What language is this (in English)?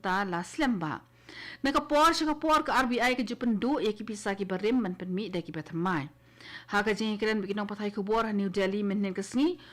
Khasi